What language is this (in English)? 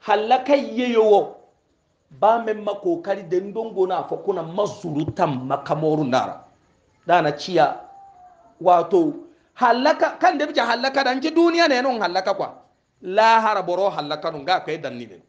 Hausa